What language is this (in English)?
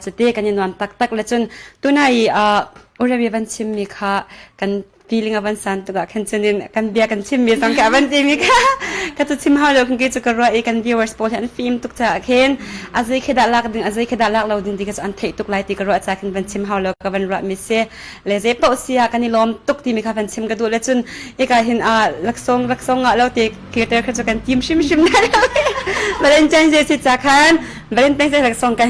Hakha Chin